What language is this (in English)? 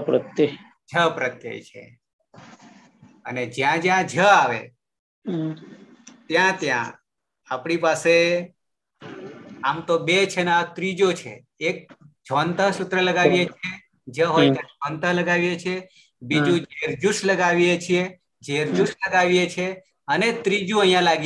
Gujarati